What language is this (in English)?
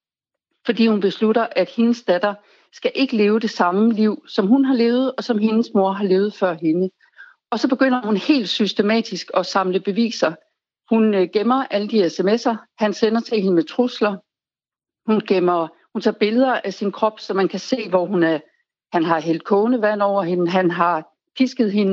Danish